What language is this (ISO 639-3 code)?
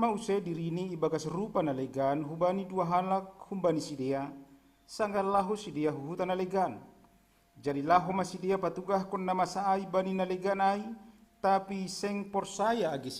bts